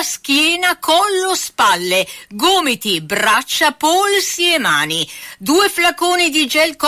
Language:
Italian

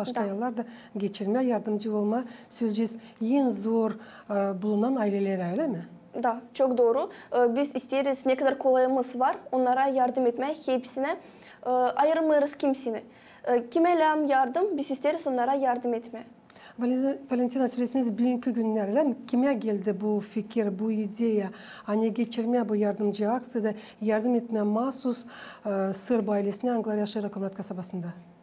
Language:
Gagauz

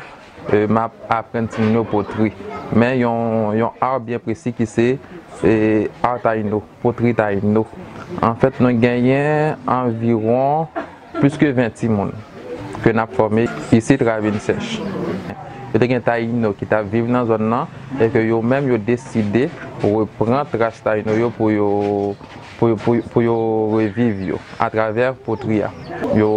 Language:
Haitian Creole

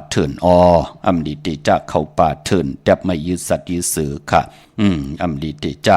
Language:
Shan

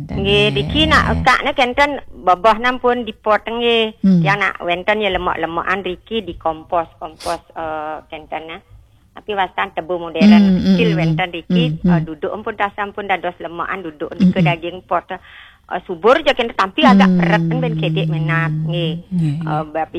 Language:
Balinese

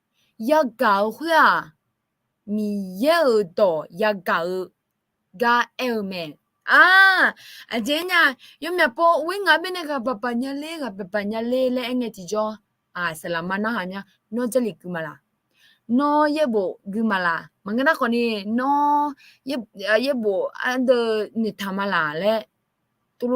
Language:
Akha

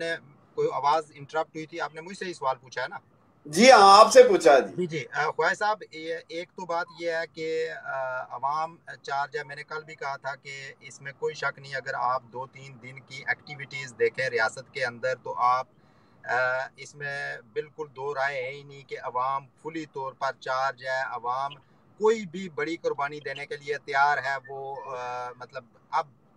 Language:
Urdu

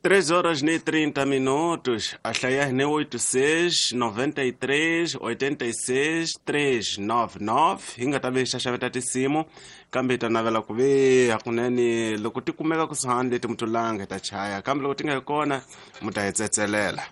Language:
Tsonga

